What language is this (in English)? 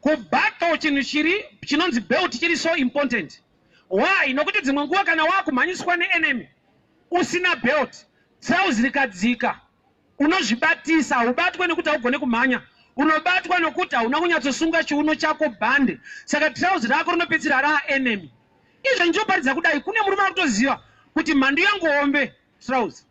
Shona